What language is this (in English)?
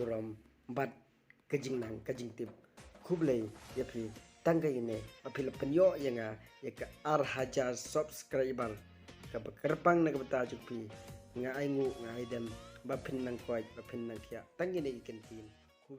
Khasi